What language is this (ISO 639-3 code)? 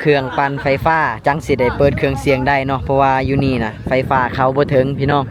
lao